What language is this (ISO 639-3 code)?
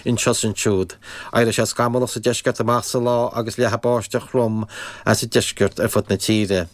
gle